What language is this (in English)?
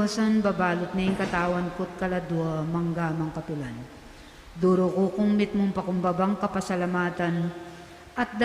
Pampanga